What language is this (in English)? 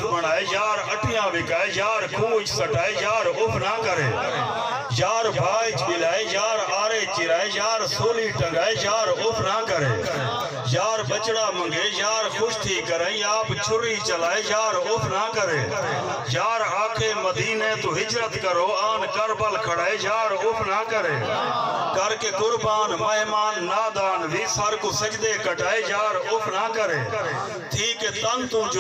Saraiki